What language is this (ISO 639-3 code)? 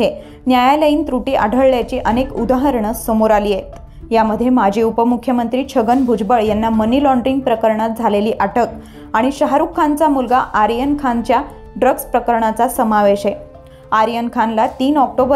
mar